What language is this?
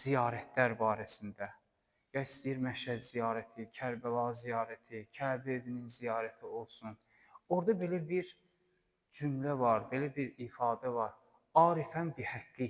Azerbaijani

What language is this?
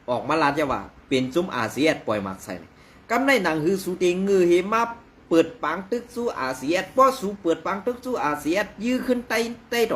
Shan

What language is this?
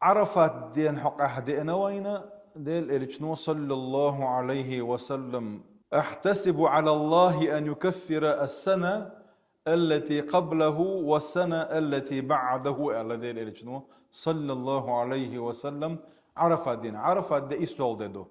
Chechen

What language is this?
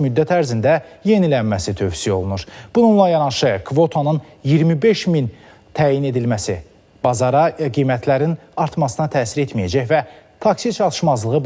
Azerbaijani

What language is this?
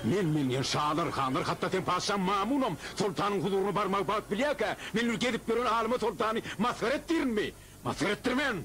Turkmen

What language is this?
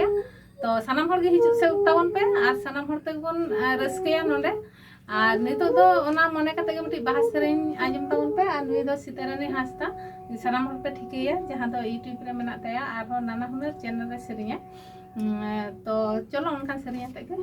Santali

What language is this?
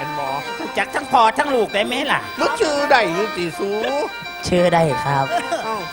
Northeastern Thai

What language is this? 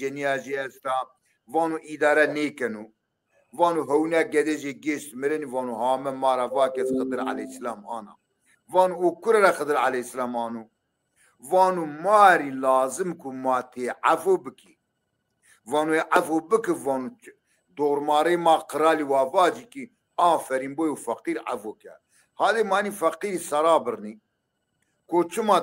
Zaza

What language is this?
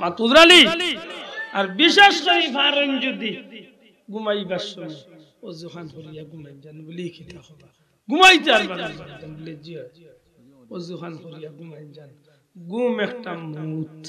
Sylheti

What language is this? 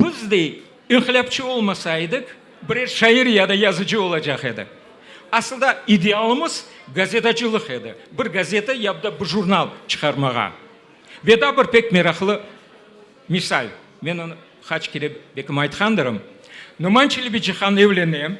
Crimean Tatar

